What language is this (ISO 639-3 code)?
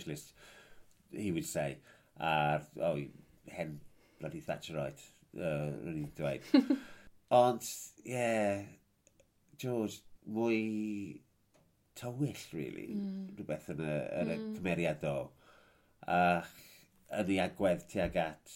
cym